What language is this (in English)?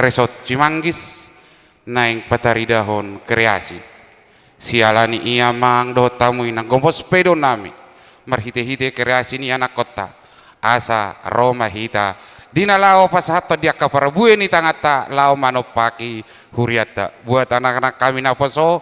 Batak Toba